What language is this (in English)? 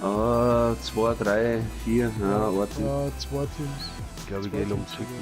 Bavarian